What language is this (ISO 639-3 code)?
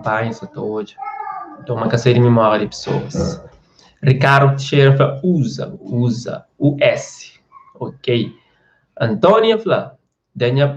kea